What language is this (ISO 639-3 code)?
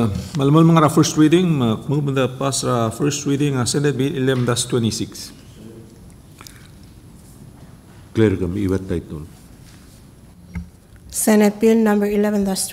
pau